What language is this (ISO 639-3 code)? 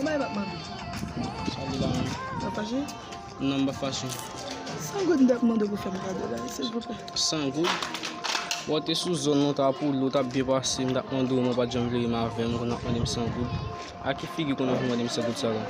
hat